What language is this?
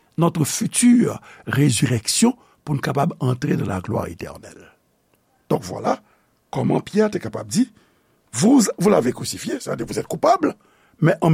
Haitian Creole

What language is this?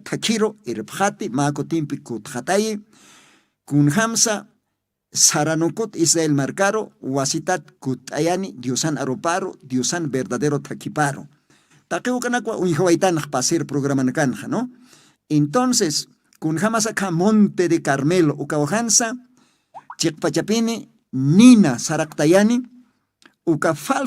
Aymara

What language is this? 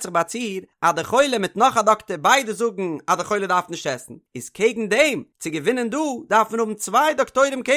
Yiddish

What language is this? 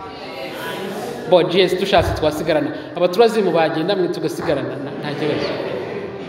Kinyarwanda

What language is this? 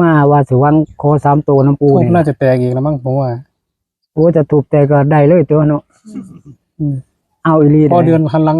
Northeastern Thai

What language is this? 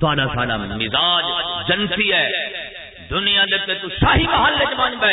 Saraiki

